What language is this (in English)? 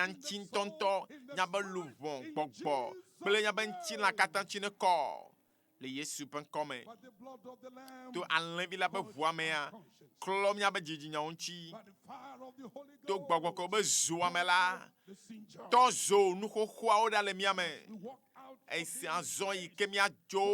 Ewe